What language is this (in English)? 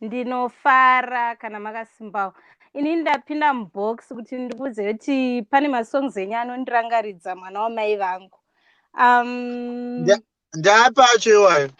Shona